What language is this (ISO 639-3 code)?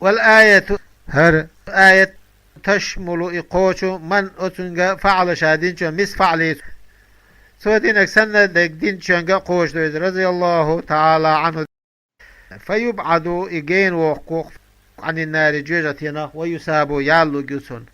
che